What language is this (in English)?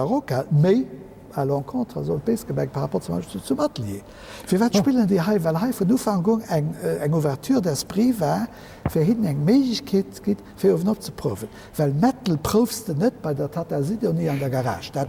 Luxembourgish